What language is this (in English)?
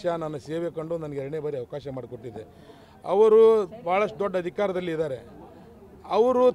Kannada